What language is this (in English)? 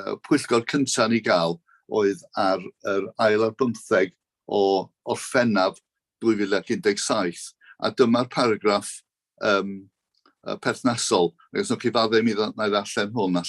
Welsh